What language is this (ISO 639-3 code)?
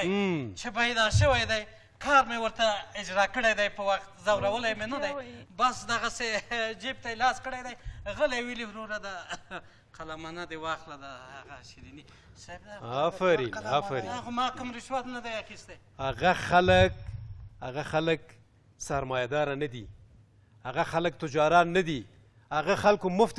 pus